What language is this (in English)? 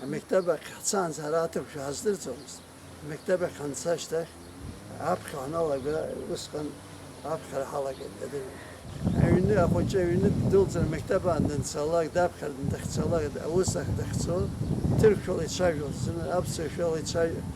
Abkhazian